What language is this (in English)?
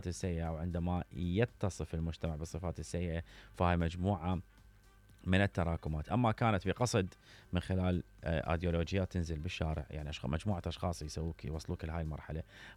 Mesopotamian Arabic